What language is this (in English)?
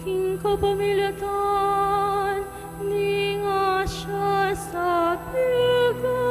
Pampanga